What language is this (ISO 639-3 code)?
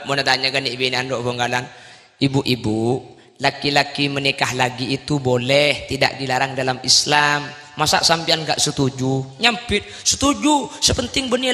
mad